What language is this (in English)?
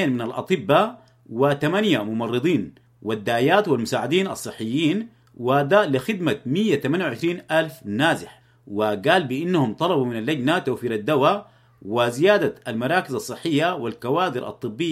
Sudanese Arabic